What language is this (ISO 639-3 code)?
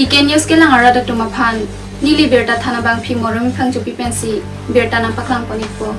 mjw